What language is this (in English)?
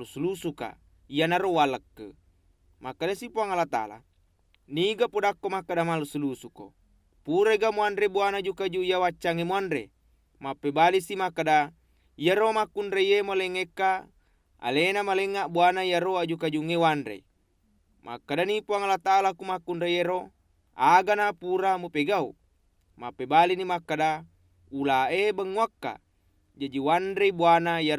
Buginese